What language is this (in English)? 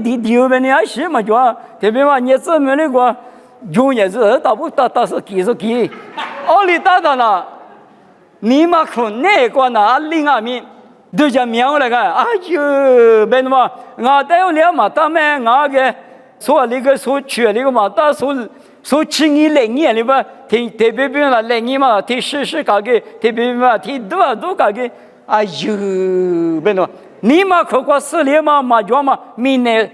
Lisu